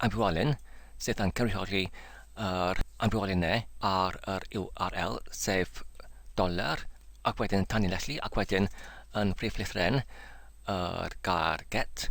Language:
Welsh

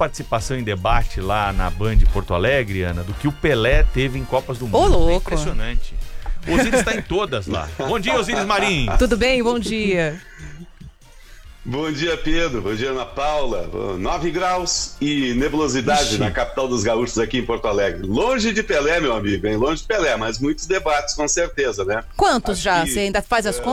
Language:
Portuguese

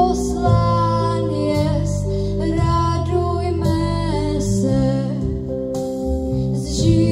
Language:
Czech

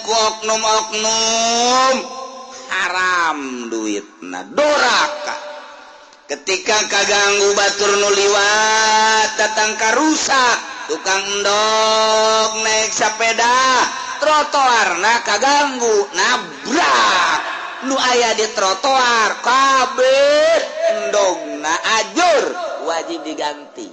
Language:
Sundanese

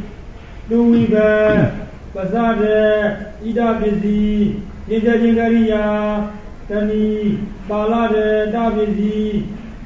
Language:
Burmese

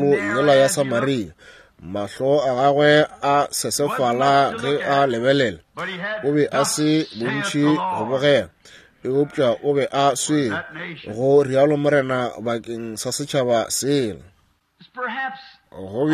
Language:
Northern Sotho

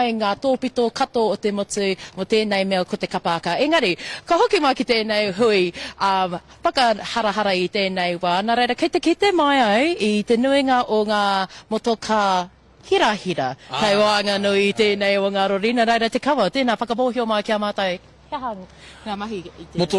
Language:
Māori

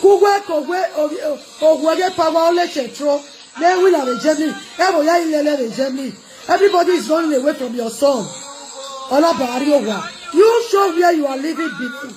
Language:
Nigerian Pidgin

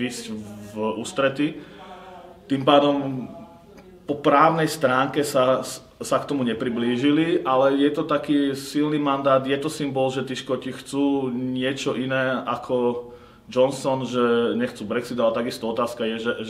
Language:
Slovak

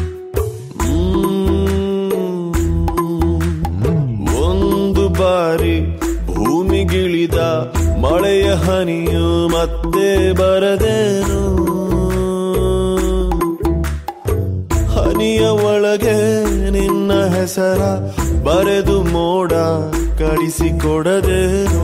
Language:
Kannada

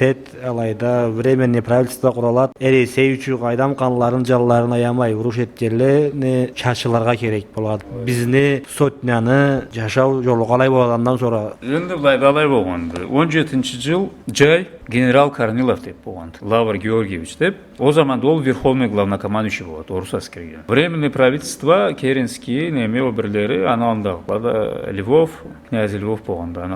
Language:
Karachay-Balkar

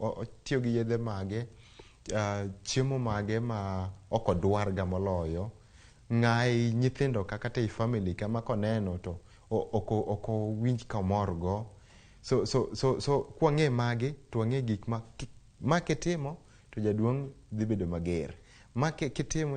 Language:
Luo (Kenya and Tanzania)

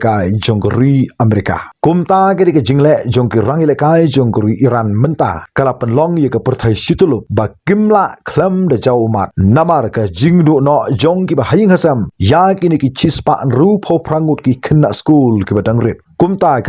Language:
Khasi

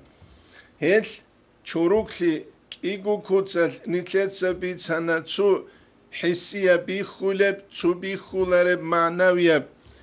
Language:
Avaric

